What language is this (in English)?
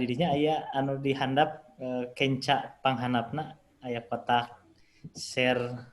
Sundanese